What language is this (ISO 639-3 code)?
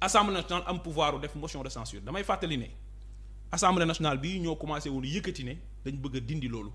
wol